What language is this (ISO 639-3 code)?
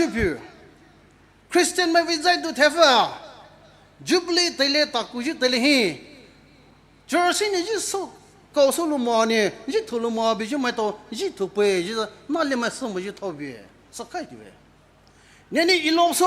pmx